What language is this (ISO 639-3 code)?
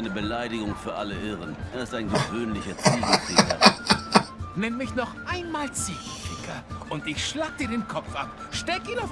gsw